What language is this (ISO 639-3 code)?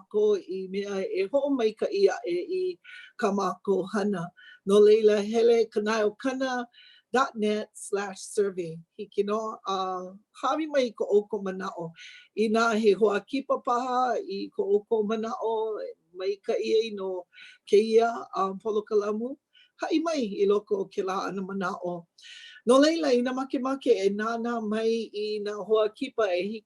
haw